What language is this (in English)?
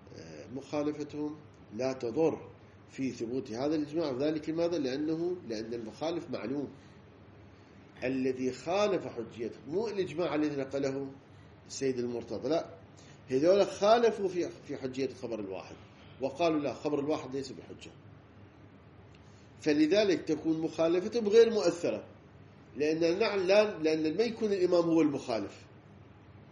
Arabic